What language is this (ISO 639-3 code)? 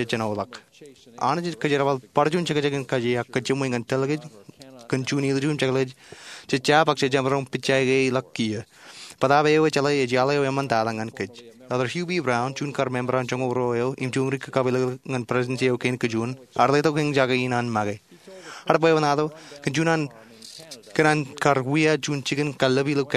mah